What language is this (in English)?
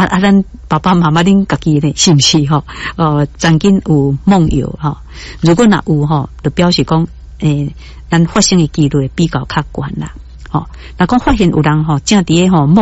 Min Nan Chinese